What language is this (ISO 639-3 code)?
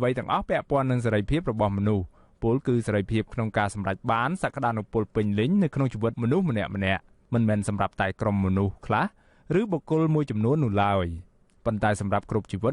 khm